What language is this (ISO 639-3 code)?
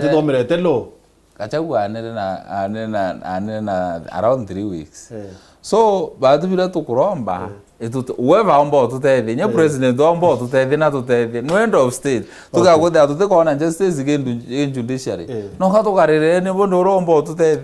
mer